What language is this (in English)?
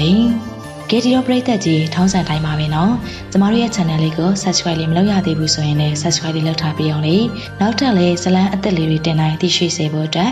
Burmese